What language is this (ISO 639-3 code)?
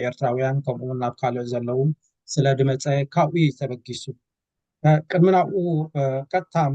tir